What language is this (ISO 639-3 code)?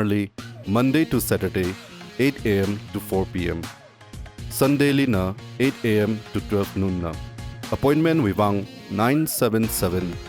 nmf